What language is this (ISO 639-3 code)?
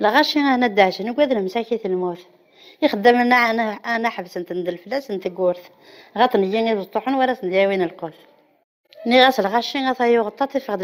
kab